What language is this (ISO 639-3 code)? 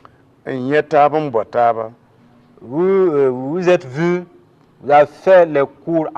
mos